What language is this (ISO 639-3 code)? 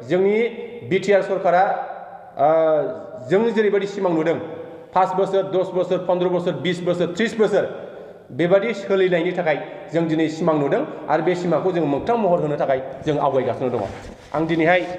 brx